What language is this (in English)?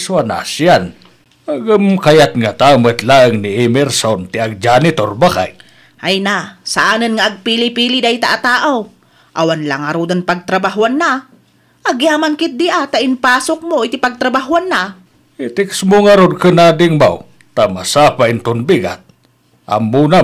Iloko